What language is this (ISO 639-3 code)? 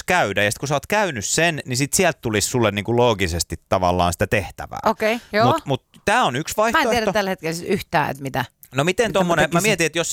fin